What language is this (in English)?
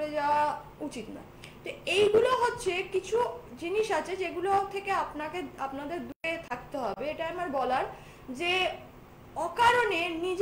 Bangla